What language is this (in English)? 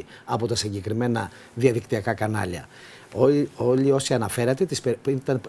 Greek